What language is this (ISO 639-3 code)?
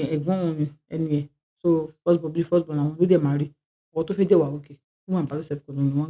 yor